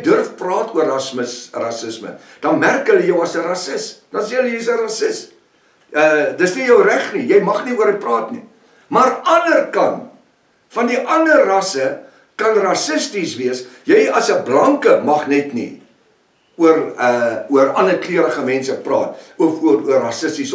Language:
Afrikaans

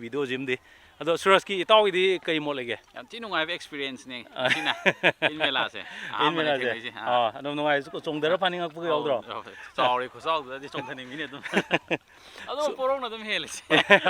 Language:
Manipuri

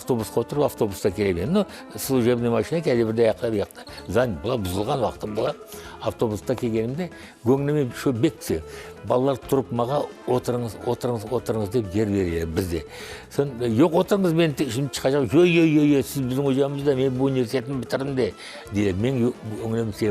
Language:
Crimean Tatar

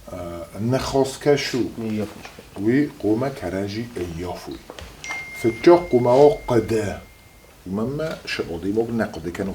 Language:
Ossetic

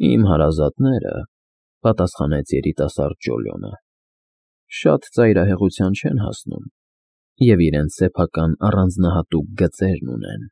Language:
Armenian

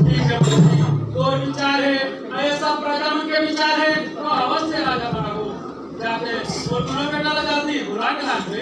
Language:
Chhattisgarhi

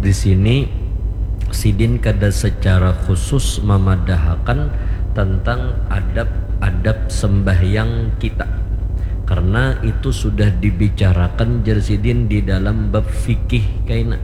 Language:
Banjar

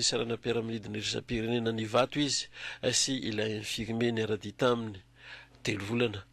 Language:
Malagasy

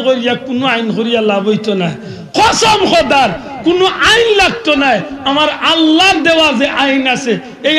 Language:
Sylheti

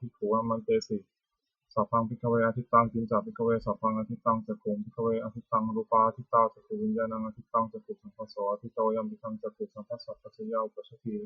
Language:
Pali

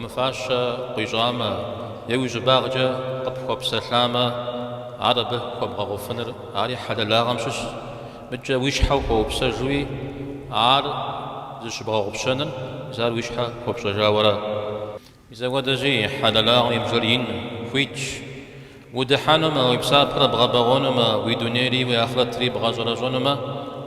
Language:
Kabardian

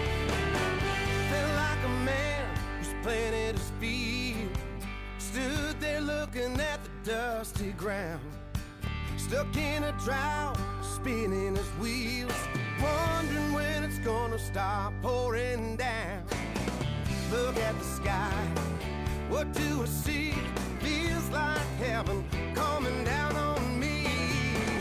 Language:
English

